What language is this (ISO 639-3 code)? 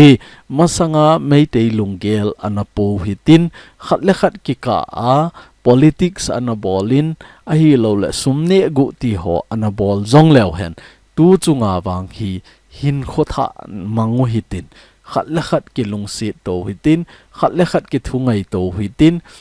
tcz